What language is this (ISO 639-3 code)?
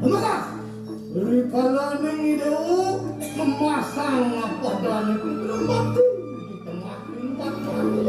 ban